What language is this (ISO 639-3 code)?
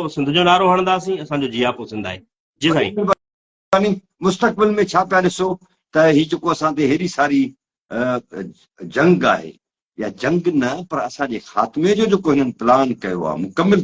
snd